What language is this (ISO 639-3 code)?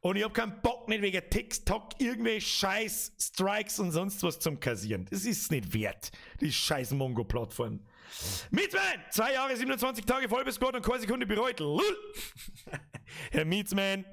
bar